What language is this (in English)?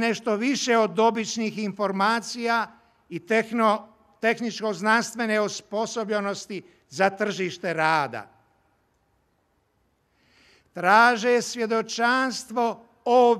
Croatian